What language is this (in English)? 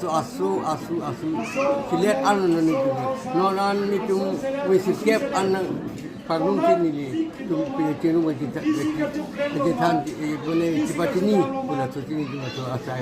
Karbi